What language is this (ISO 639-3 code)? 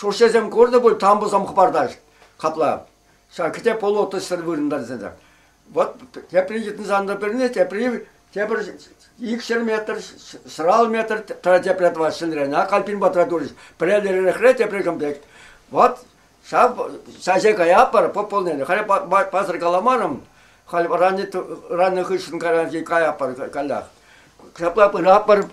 chv